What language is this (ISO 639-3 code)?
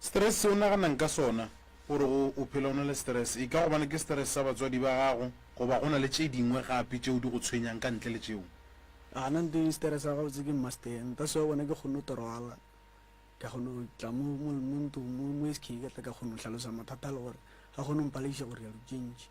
nso